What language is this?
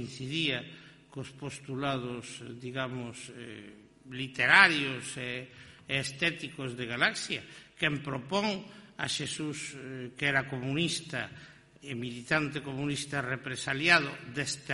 Galician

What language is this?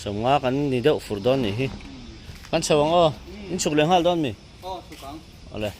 Mizo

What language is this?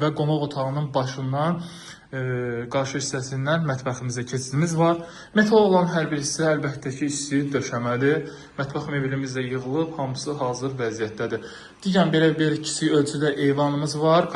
Azerbaijani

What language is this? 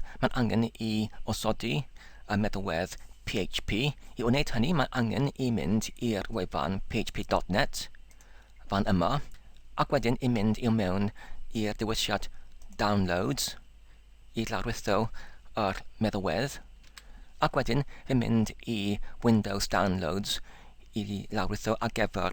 Welsh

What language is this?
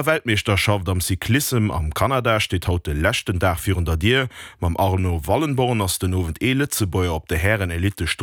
Luxembourgish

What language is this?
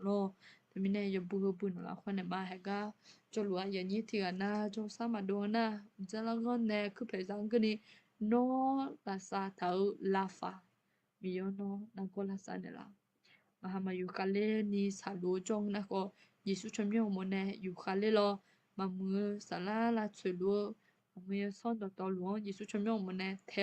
Akha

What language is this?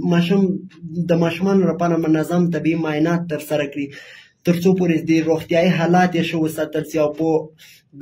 Pashto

